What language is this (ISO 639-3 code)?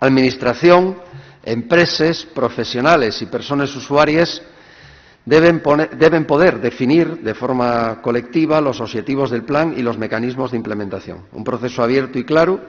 ast